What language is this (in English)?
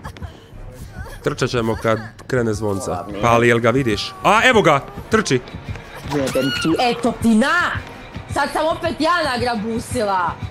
Croatian